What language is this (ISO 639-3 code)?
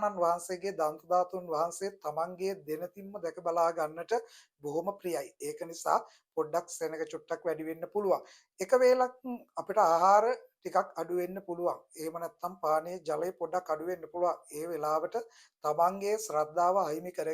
sin